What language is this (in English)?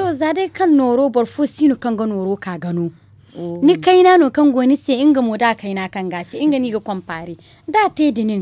Zarma